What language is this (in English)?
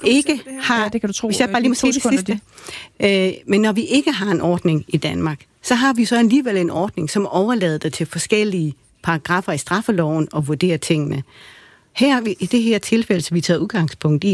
Danish